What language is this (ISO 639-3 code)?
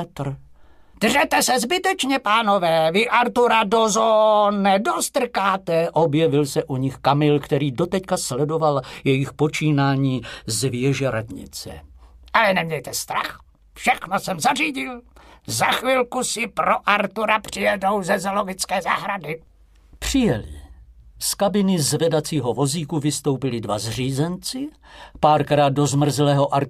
ces